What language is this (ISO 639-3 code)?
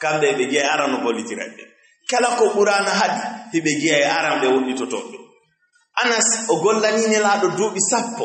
ful